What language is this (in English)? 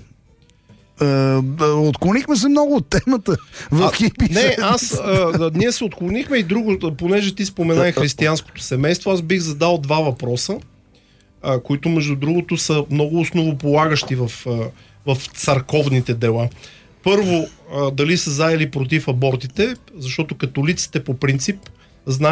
Bulgarian